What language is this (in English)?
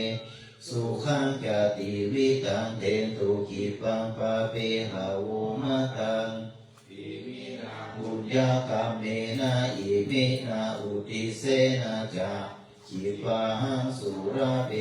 Pali